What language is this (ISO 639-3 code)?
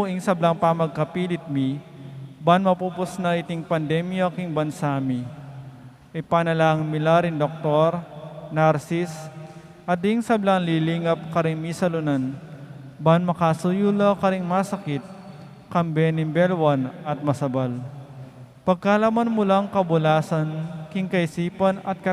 pam